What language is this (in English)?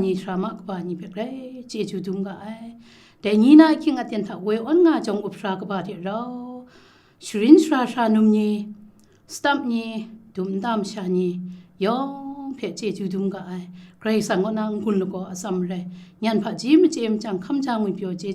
Kachin